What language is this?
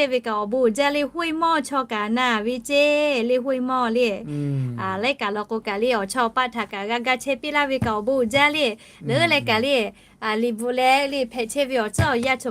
Lahu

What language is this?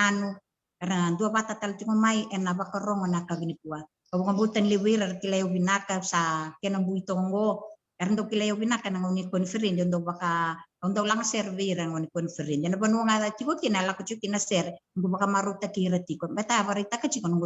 Fijian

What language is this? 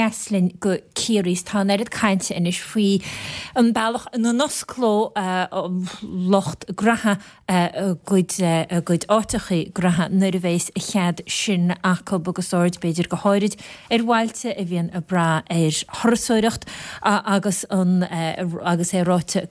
Irish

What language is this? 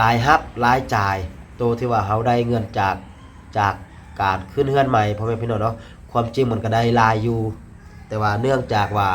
Lao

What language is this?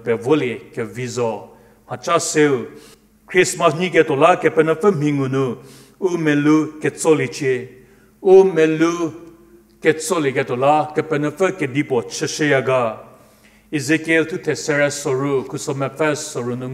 Angami Naga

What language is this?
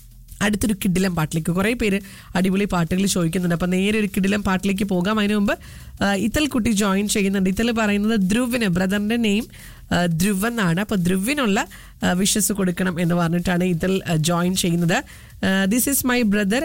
Malayalam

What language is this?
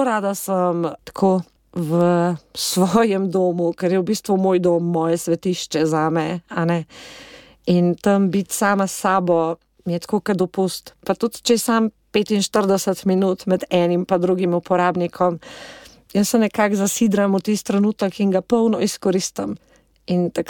Slovenian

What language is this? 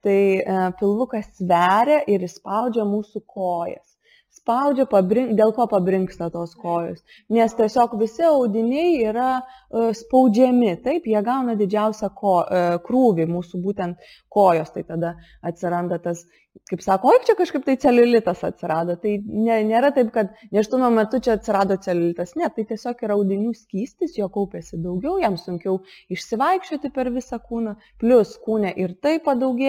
Lithuanian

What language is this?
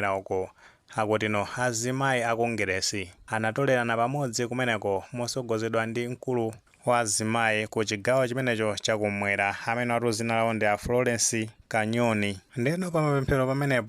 Nyanja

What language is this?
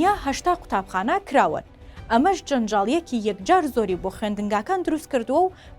Central Kurdish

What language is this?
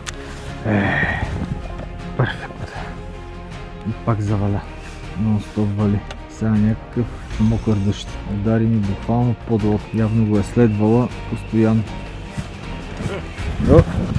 Bulgarian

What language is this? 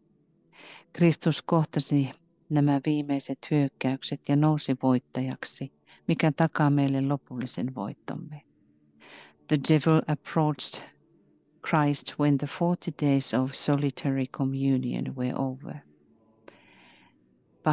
Finnish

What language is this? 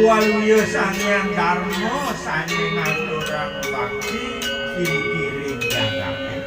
Balinese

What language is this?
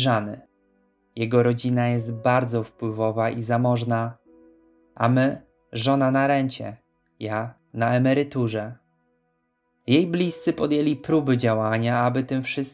Polish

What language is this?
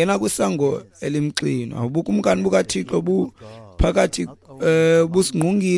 Xhosa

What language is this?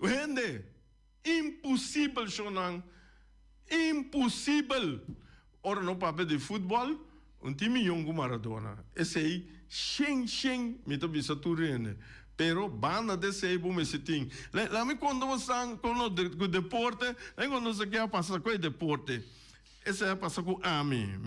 Papiamento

